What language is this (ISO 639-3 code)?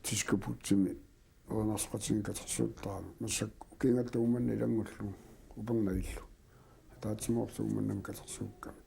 kal